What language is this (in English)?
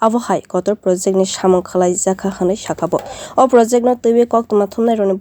Kok Borok